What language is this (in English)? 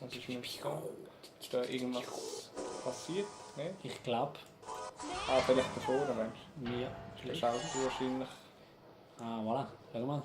Swiss German